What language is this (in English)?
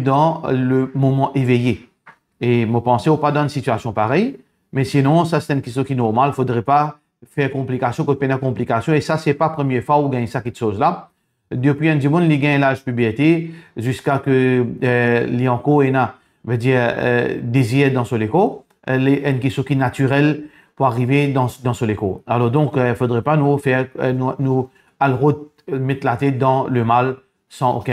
Morisyen